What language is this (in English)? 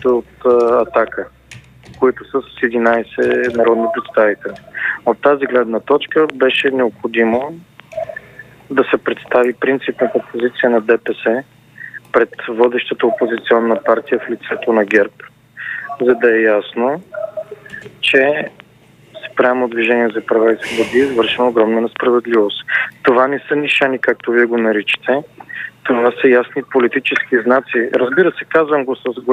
Bulgarian